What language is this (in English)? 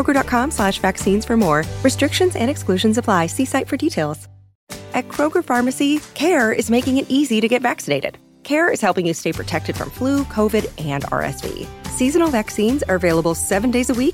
English